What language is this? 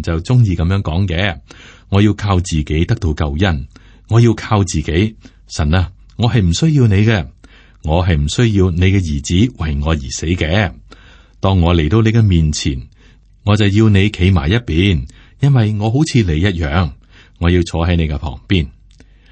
Cantonese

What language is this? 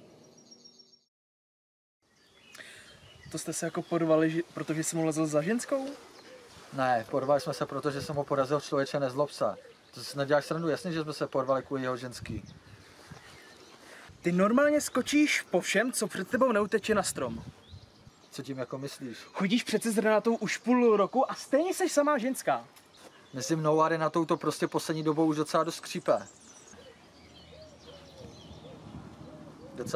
Czech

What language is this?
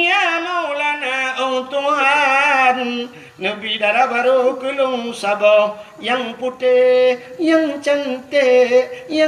Achinese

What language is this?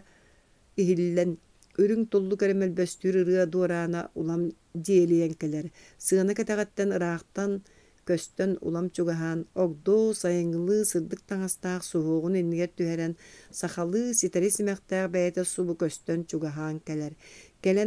Yakut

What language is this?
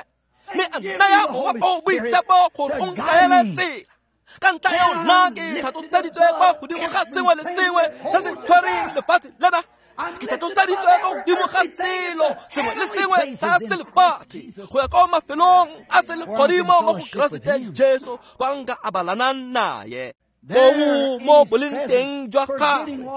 Tswana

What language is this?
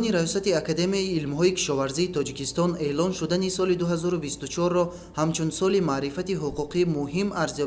Tajik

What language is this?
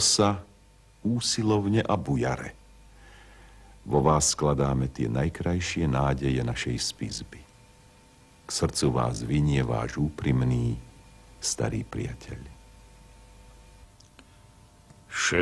Slovak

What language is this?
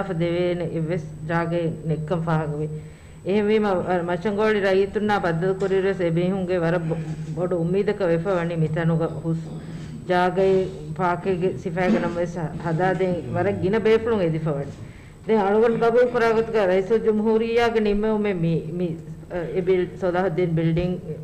Divehi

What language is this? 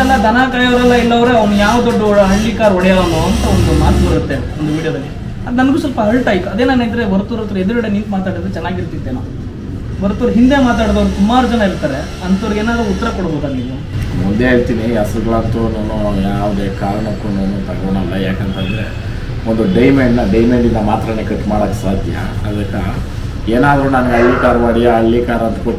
Kannada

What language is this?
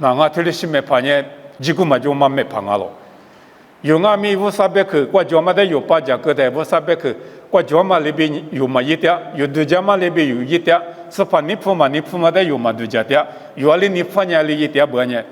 Lisu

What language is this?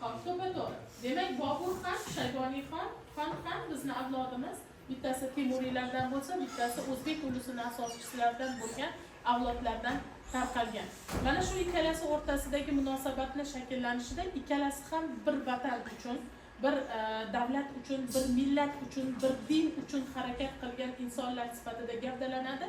Uzbek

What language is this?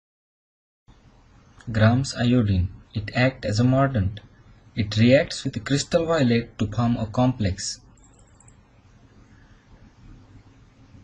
English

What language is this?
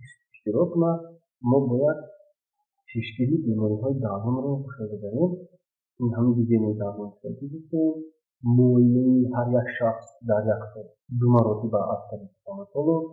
Tajik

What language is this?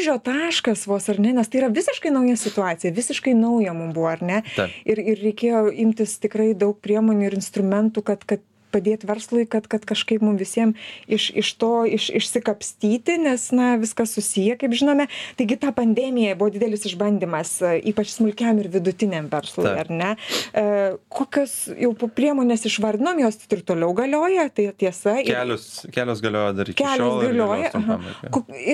Lithuanian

